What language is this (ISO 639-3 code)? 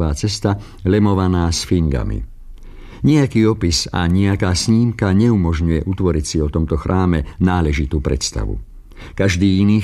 slk